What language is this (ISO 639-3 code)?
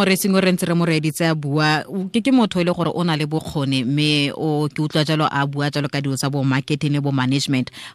tsn